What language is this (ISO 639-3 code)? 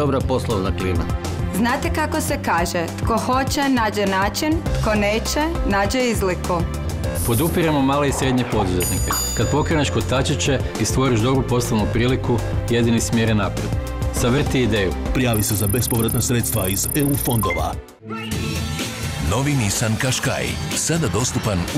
hrv